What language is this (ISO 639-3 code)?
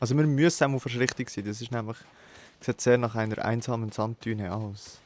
gsw